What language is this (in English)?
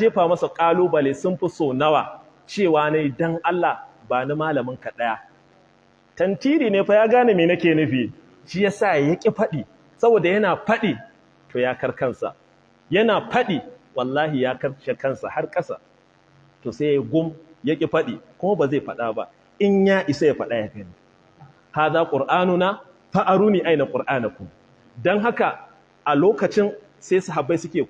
Hausa